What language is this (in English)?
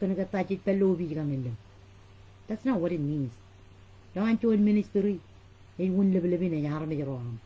Marshallese